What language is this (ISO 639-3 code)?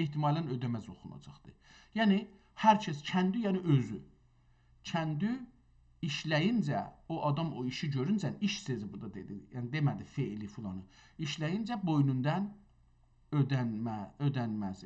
azb